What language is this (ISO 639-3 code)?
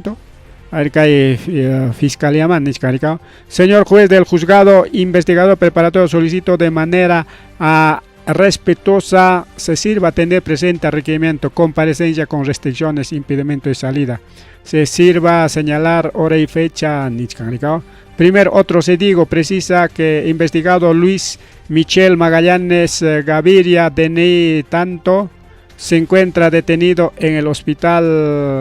quy